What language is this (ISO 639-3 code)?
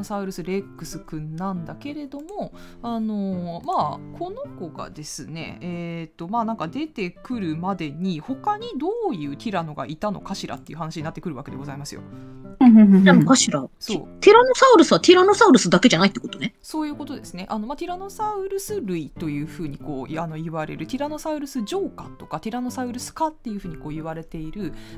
jpn